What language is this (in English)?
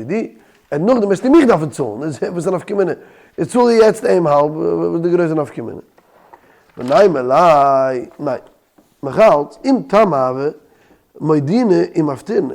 Yiddish